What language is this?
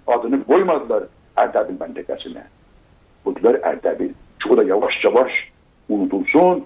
South Azerbaijani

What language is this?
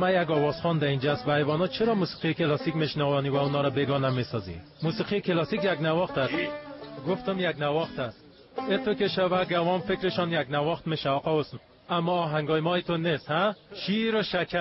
Tajik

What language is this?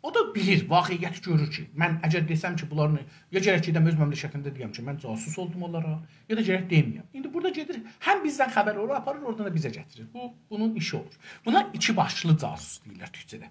South Azerbaijani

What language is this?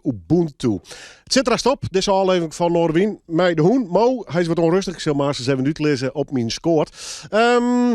Western Frisian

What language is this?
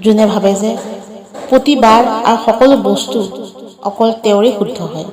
Assamese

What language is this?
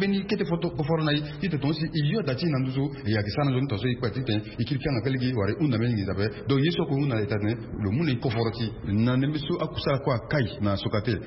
Sango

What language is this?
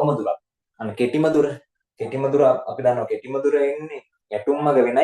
Sinhala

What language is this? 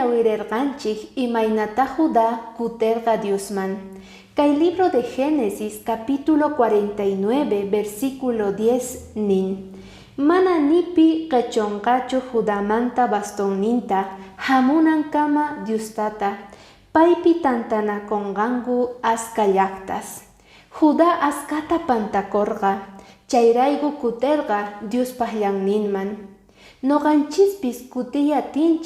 Quechua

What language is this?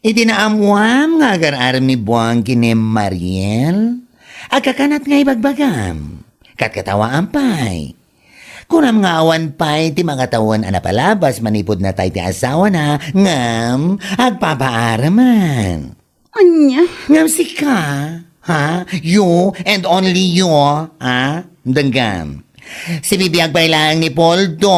Iloko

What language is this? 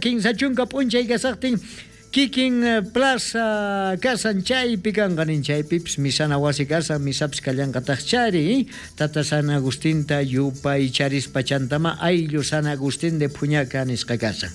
South Bolivian Quechua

